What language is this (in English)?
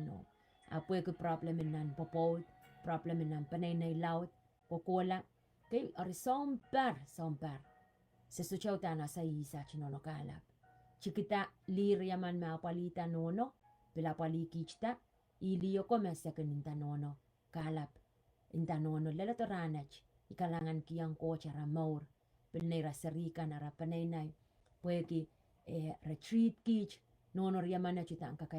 Pohnpeian